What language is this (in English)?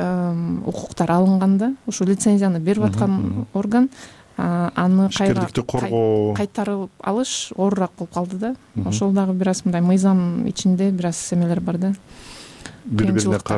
Kyrgyz